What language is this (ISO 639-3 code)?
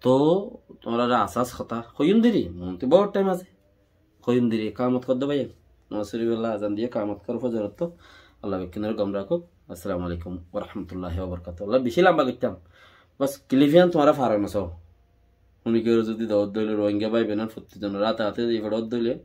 rhg